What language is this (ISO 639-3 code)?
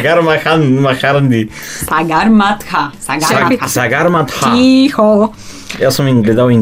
bul